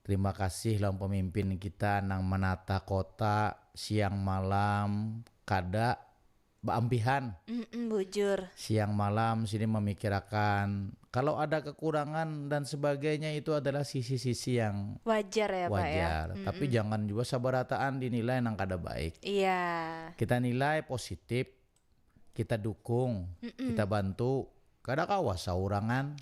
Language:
Banjar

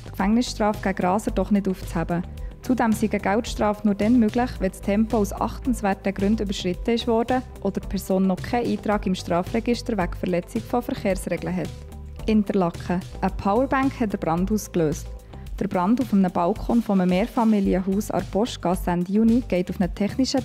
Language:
Swiss German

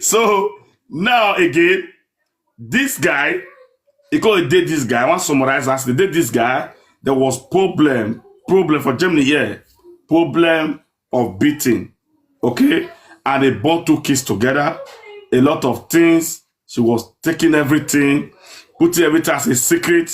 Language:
Nigerian Pidgin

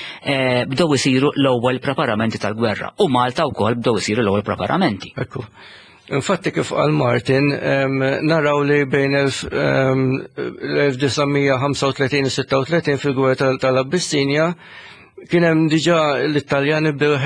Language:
Maltese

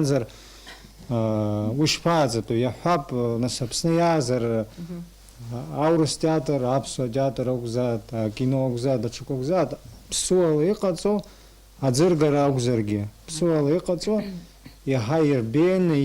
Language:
Abkhazian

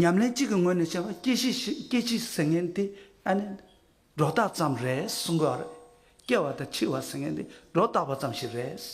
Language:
Tibetan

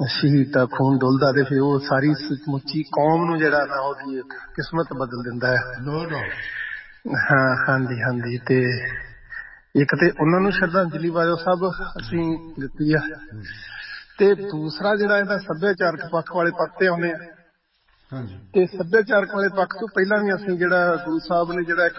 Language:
Punjabi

